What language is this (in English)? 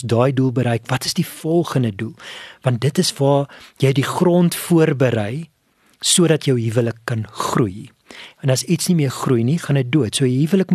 Afrikaans